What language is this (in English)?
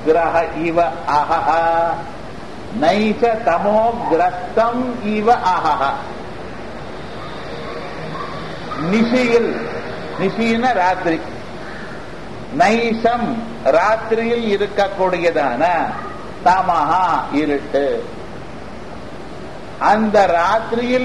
Tamil